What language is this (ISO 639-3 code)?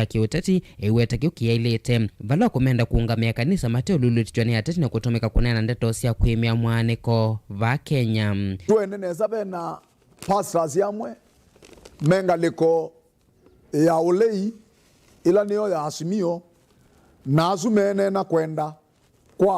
kam